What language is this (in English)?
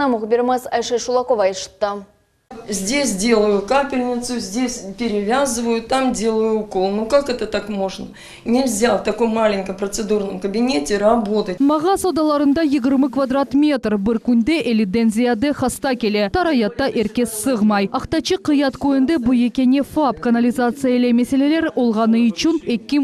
Crimean Tatar